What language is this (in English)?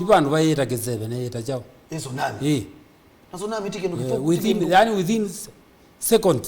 Kamba